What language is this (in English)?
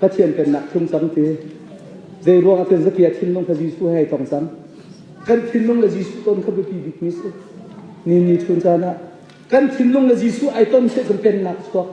Hakha Chin